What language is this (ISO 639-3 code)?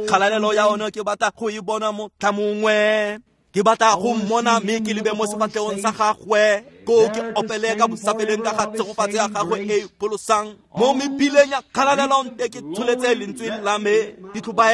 tsn